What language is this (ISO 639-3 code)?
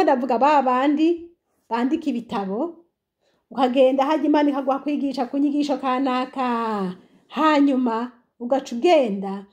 run